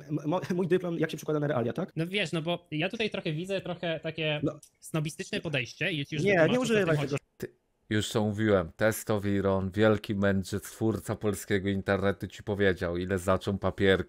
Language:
Polish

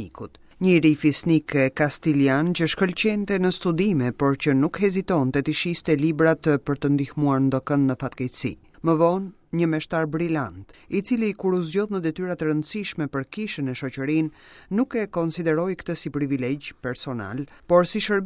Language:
Albanian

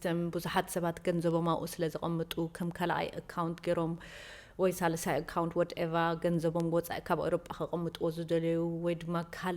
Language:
Tigrinya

